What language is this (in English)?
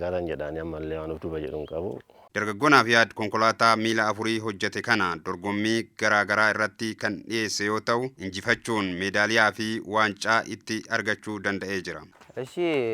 Oromo